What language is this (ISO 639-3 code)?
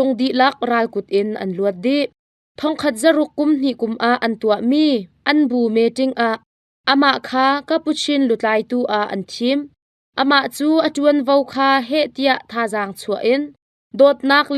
cnh